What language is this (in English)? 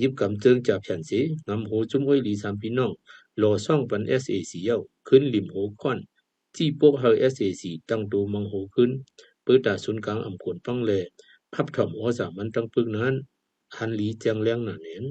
Shan